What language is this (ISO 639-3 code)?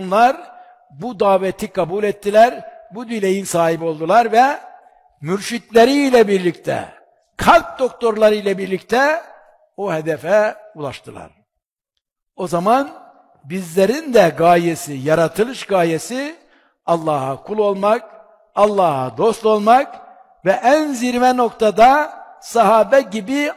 tur